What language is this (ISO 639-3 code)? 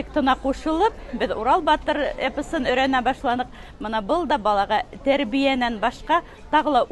bak